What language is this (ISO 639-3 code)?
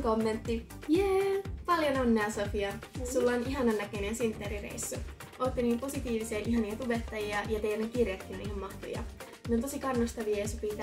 fin